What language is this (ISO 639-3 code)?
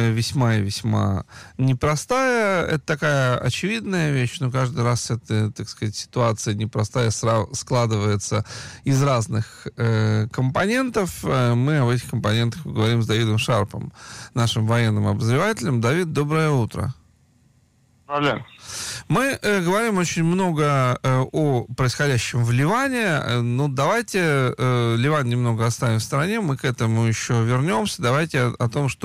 rus